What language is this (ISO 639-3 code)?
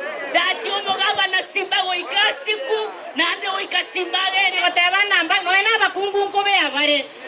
guz